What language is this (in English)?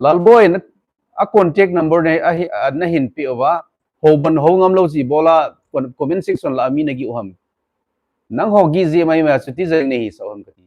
Thado Chin